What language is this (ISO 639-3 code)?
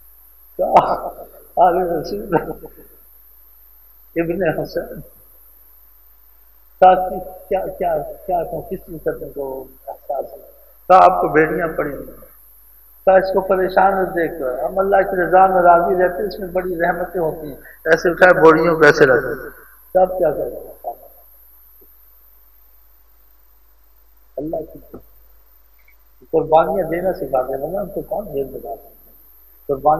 urd